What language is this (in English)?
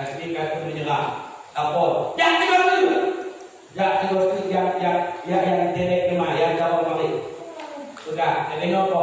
Achinese